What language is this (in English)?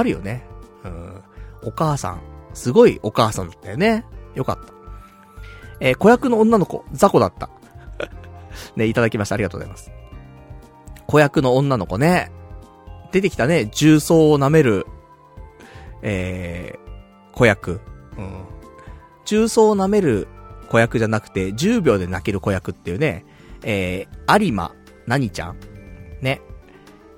Japanese